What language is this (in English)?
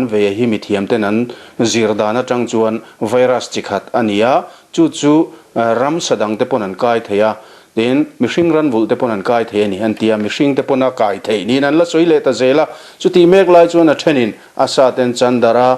Mizo